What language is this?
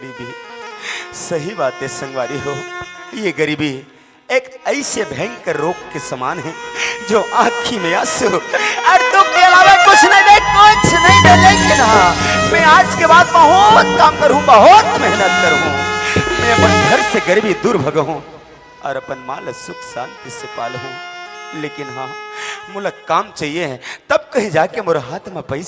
Chhattisgarhi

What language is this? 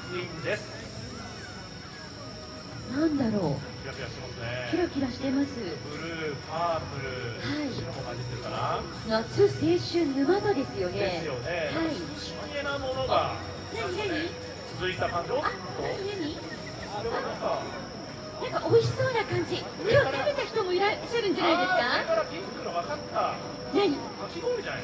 Japanese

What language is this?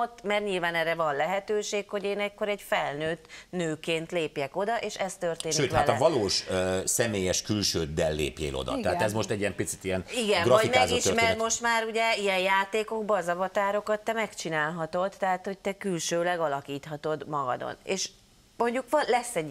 Hungarian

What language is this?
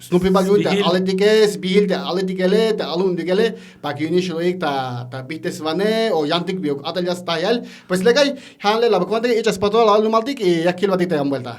Tzeltal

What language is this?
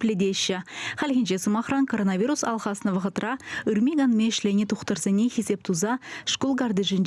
Chuvash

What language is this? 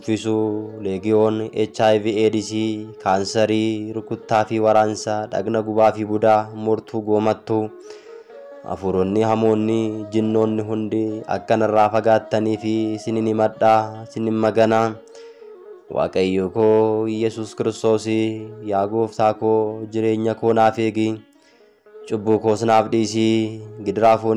Oromo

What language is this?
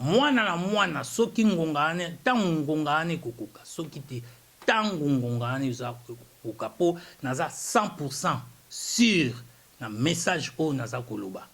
Lingala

